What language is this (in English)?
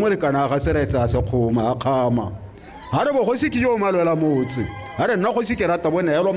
Tswana